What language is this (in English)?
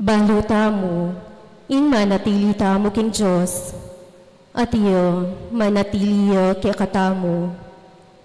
Pampanga